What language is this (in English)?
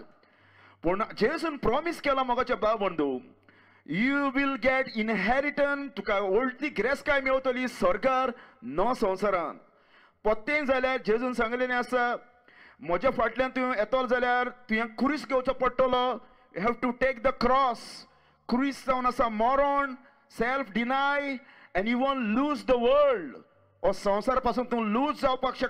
Konkani